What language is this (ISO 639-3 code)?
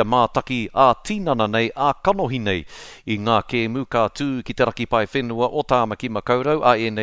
mri